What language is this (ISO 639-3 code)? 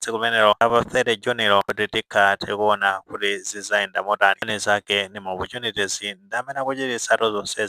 nya